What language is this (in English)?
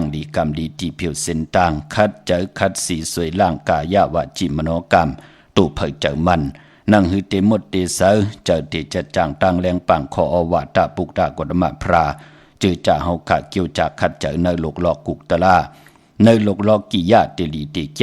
Shan